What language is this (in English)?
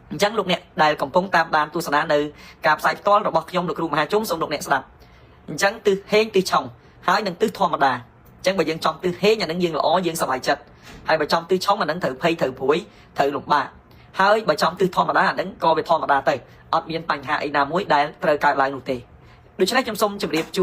Khmer